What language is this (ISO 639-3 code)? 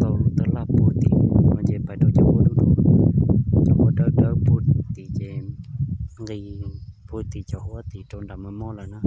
hmn